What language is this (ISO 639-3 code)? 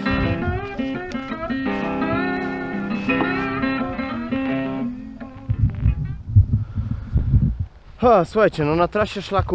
pol